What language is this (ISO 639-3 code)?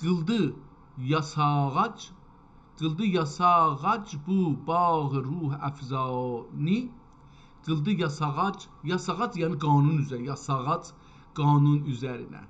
azb